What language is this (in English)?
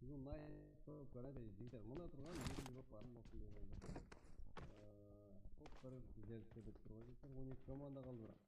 Kara-Kalpak